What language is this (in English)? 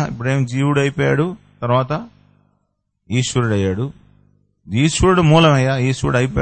Telugu